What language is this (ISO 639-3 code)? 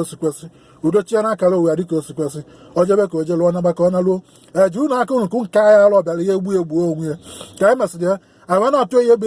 ibo